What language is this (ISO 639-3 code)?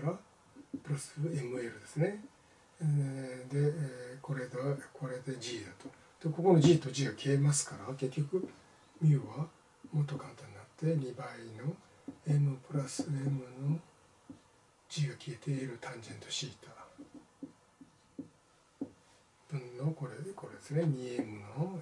jpn